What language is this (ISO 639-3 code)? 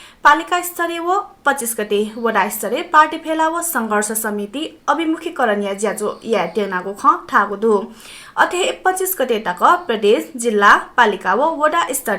new